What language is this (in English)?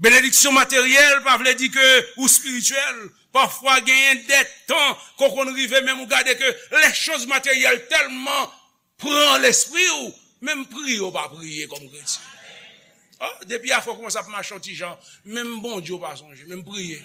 Haitian Creole